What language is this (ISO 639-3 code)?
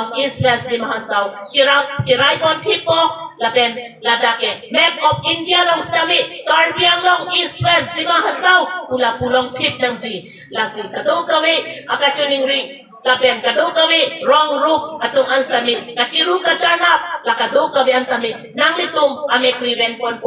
mjw